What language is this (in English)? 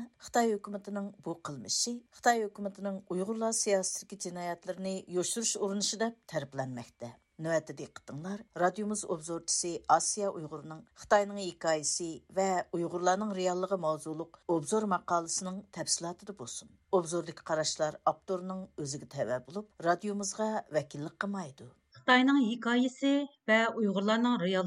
Uyghur